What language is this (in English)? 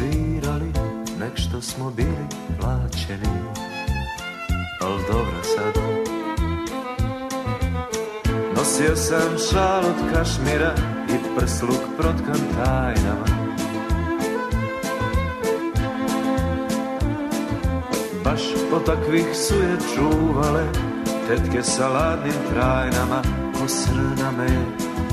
Serbian